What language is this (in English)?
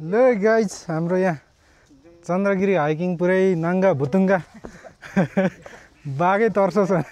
Nepali